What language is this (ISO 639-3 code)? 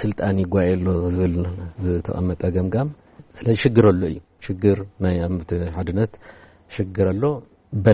tir